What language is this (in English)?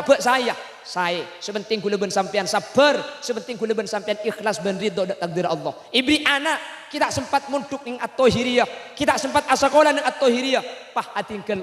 Madurese